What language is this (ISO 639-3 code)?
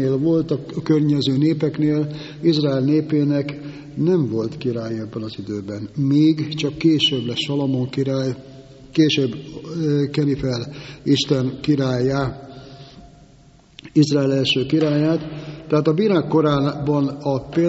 hun